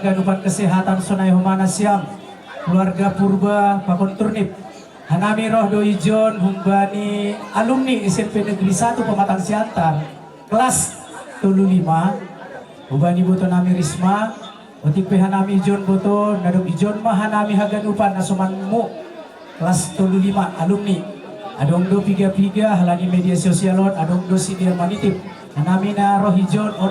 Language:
Batak Simalungun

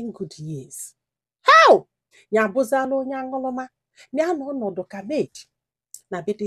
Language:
Igbo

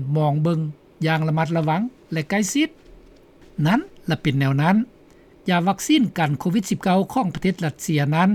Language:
Lao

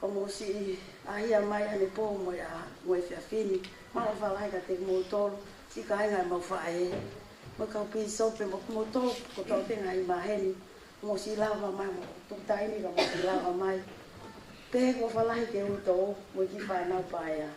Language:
Tongan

